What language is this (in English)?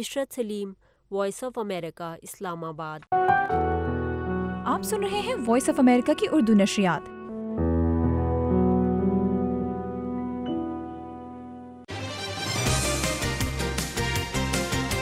Urdu